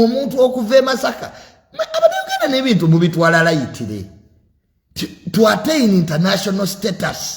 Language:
Ganda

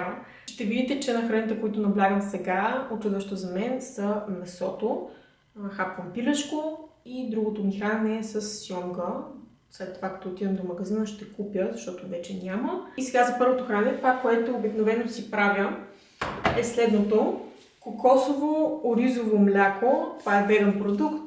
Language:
Bulgarian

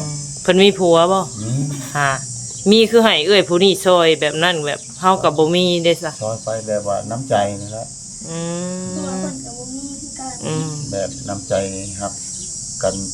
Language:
Northeastern Thai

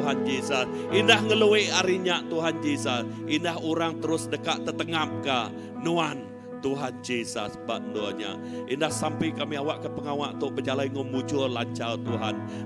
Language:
Iban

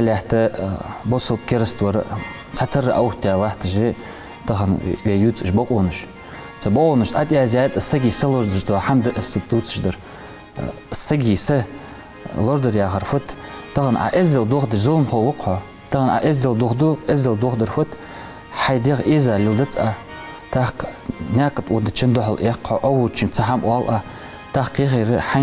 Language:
Ingush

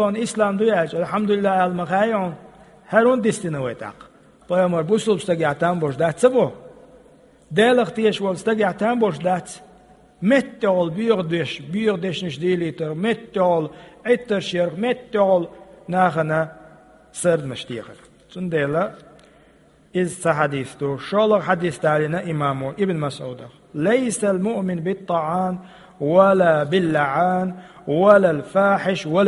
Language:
Chechen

